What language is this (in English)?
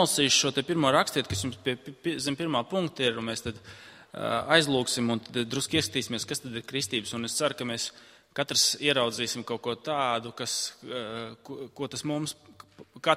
Latvian